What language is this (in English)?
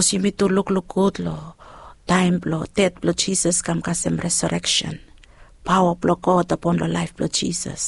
Bislama